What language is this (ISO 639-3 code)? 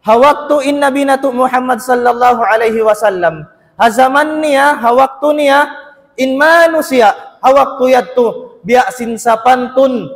tsg